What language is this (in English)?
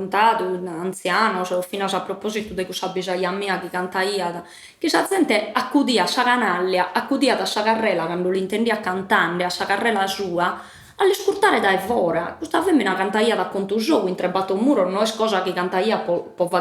Sardinian